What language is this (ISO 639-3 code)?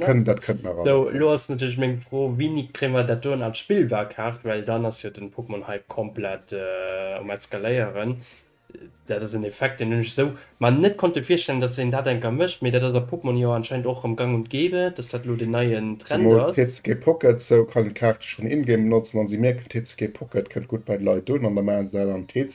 ltz